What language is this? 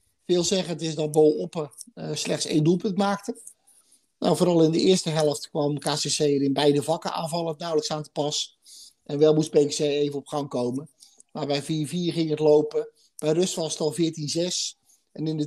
Dutch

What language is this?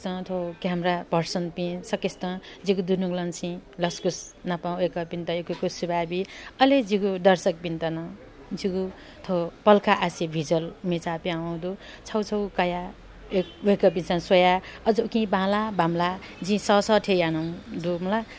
Newari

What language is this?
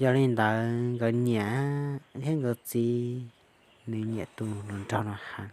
Hmong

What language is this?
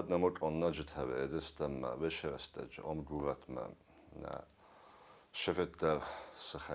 Ossetic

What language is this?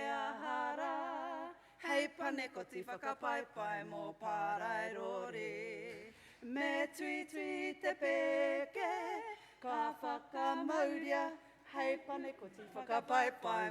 Māori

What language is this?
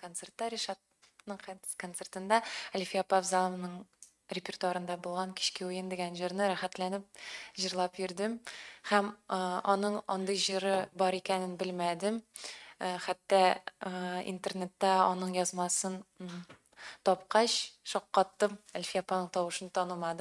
Tatar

